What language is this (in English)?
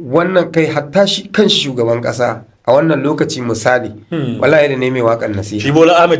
Hausa